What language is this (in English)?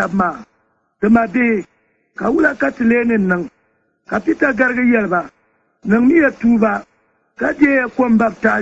Dagbani